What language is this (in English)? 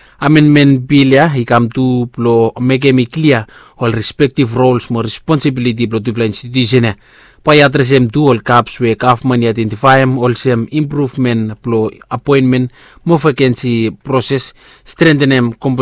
Bislama